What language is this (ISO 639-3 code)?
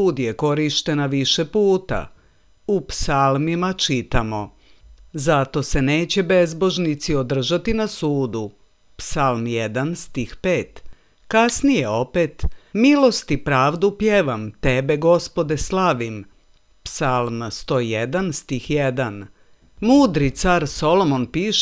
srp